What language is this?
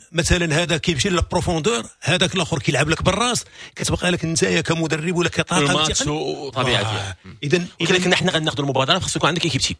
Moroccan Arabic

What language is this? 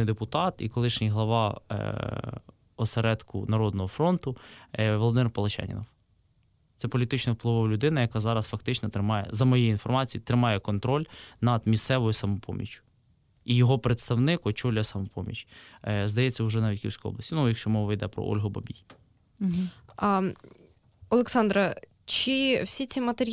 Ukrainian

